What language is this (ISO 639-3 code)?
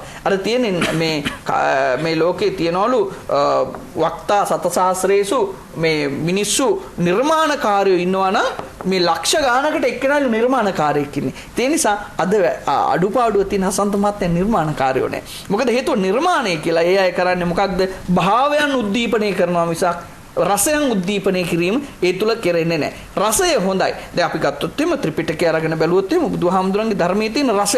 sin